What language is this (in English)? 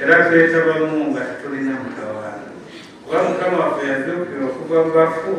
Soga